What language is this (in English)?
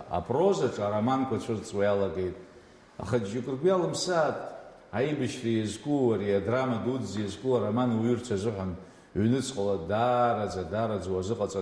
Abkhazian